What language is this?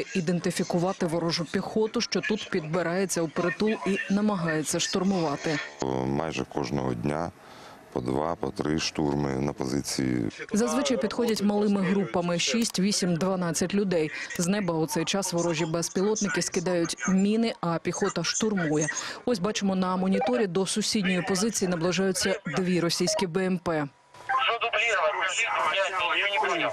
Ukrainian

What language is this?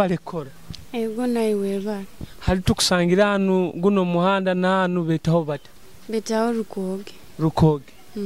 Nyoro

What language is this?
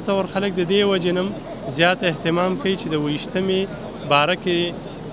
Pashto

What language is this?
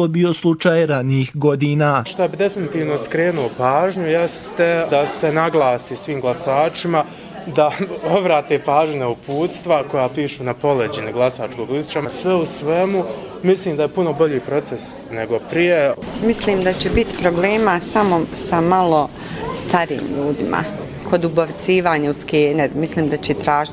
Bosnian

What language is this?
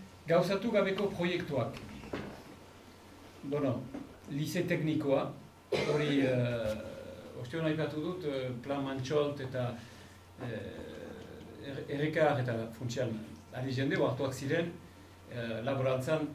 Basque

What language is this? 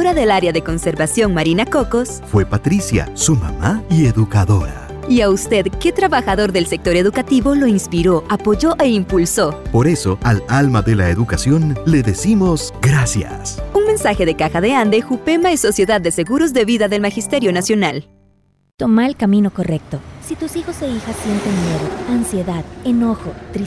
Spanish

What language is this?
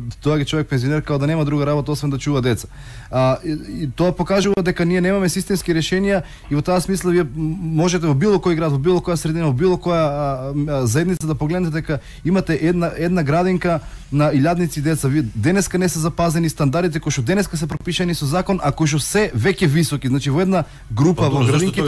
Macedonian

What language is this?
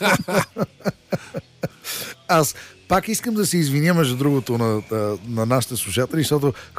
Bulgarian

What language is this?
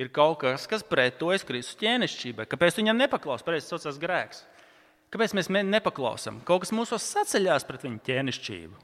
Latvian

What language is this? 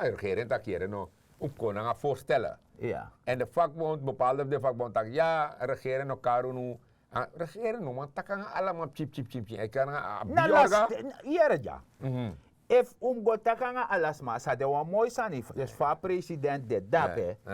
Sranan Tongo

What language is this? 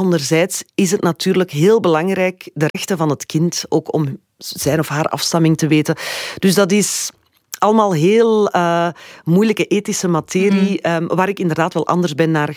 Dutch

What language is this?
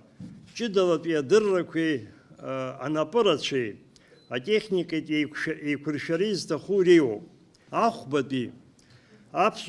Abkhazian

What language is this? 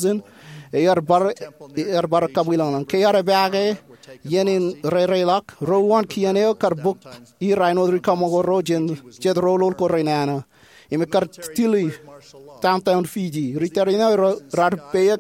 Marshallese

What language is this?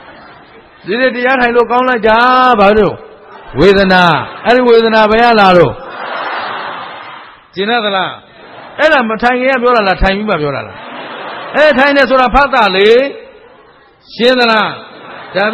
Burmese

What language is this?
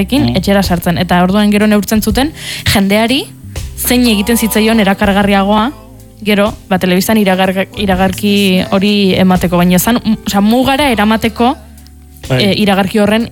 Basque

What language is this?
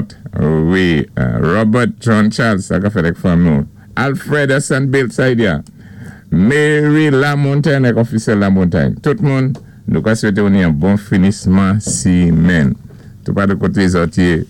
Saint Lucian Creole French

